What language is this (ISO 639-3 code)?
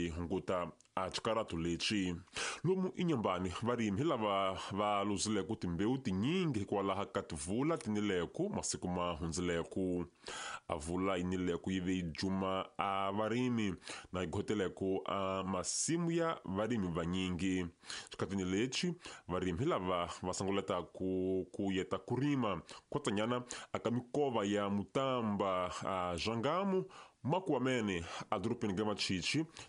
tso